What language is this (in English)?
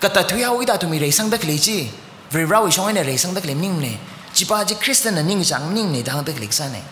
Tangkhul Naga (India)